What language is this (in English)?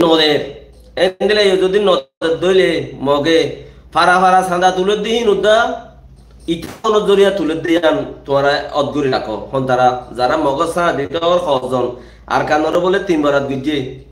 Rohingya